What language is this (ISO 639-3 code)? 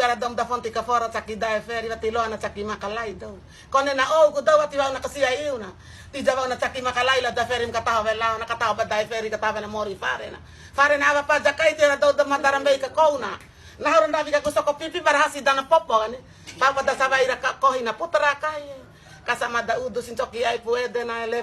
bhp